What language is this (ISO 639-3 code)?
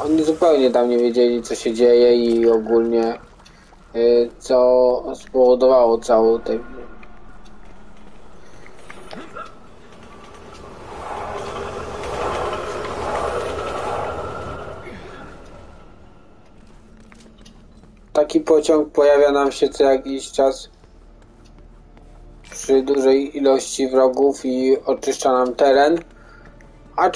pol